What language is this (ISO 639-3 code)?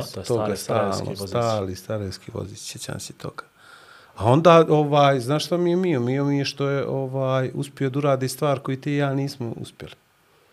bos